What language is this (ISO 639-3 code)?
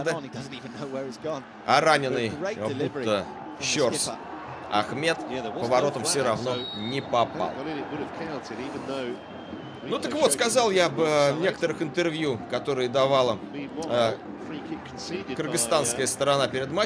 rus